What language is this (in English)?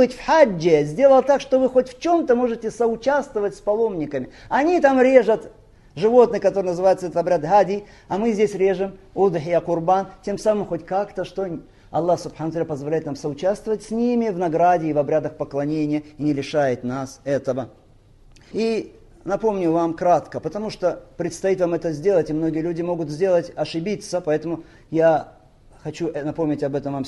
Russian